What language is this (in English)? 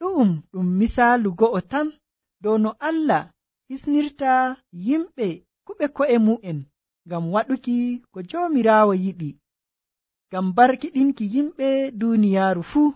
Nigerian Fulfulde